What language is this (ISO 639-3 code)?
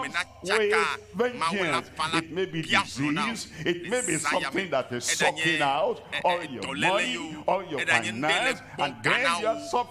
ewe